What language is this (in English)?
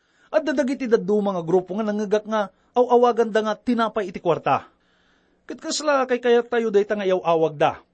Iloko